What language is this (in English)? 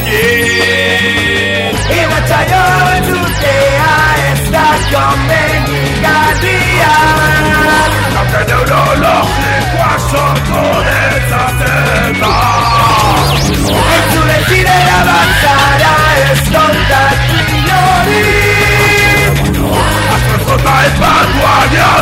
Basque